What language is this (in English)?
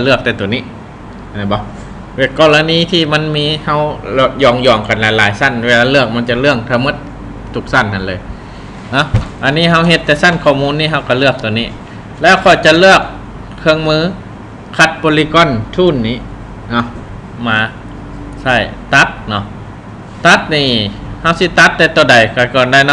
Lao